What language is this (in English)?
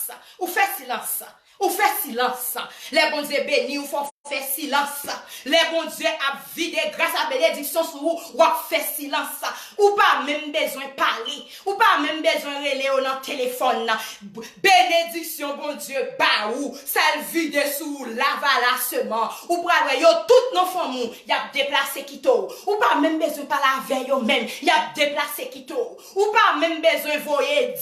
Haitian Creole